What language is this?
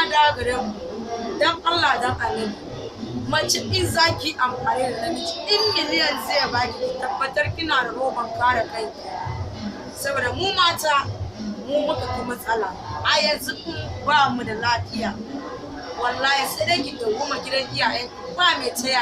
Hausa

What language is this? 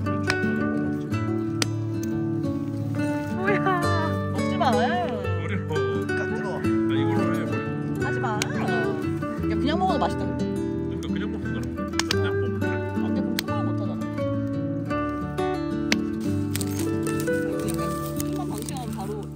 Korean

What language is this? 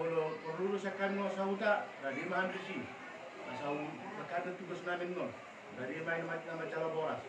Batak Toba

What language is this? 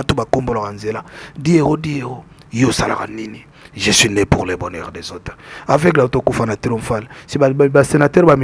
Lingala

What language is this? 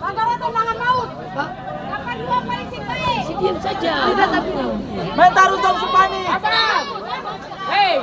Ambonese Malay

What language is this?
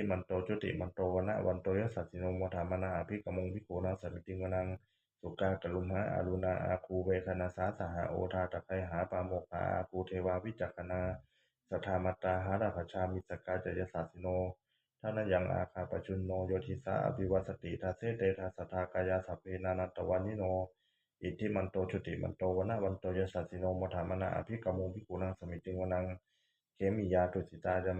Pali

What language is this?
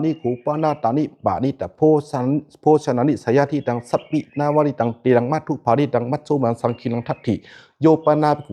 Pali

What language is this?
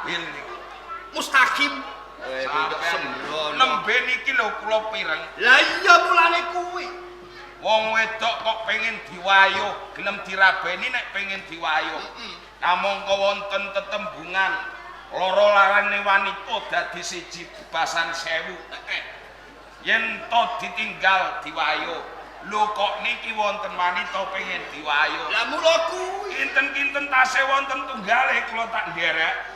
Javanese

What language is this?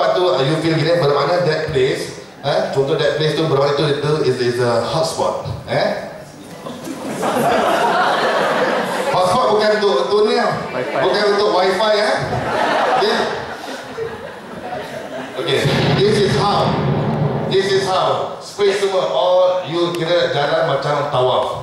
Malay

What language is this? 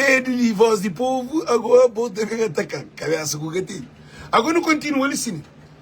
Kabuverdianu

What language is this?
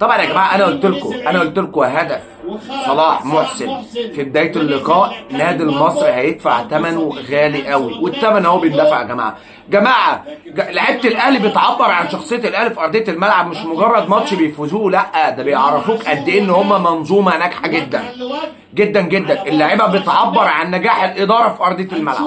Egyptian Arabic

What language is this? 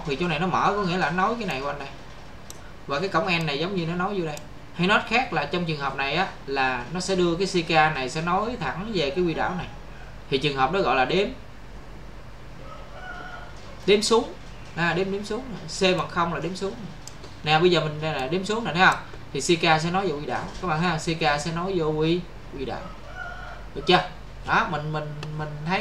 Vietnamese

